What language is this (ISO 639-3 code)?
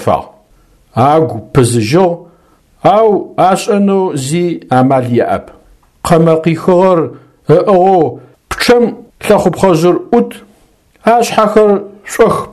ady